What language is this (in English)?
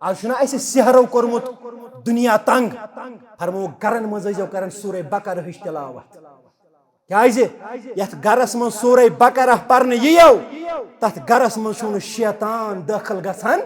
Kashmiri